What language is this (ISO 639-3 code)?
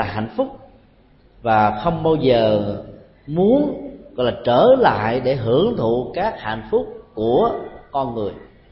vie